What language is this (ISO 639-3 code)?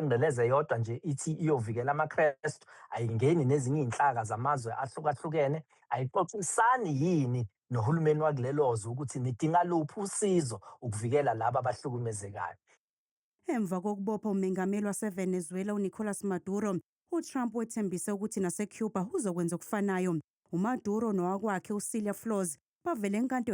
zul